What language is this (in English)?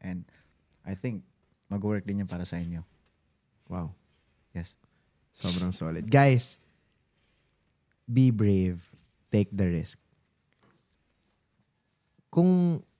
Filipino